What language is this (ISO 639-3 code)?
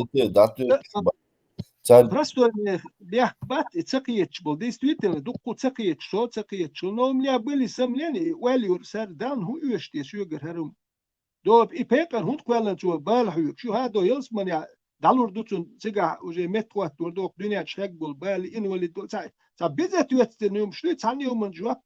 che